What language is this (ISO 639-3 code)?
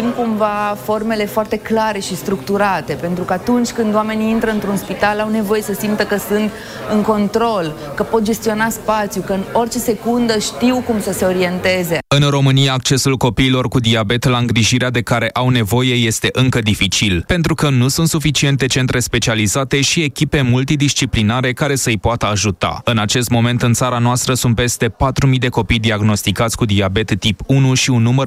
ron